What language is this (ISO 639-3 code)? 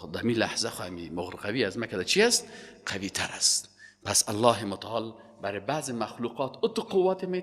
fas